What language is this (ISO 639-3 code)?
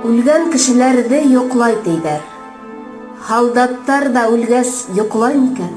bak